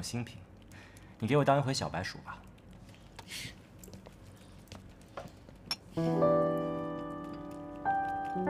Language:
Chinese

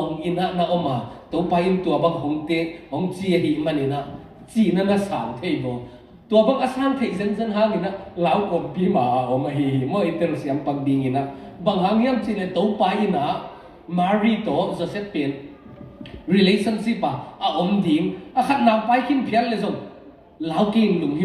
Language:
Tedim Chin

